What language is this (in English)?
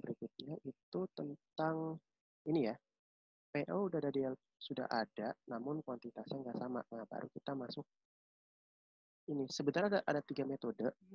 Indonesian